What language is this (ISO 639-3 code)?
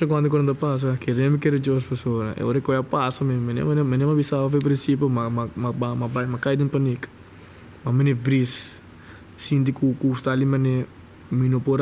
pap